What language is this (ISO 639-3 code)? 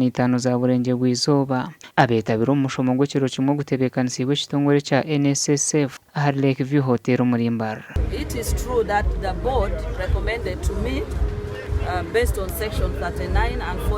nyn